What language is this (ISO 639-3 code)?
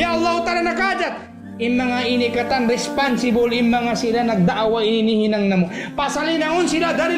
tsg